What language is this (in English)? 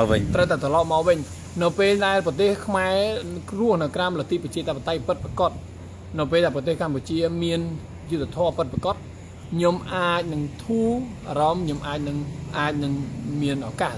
Khmer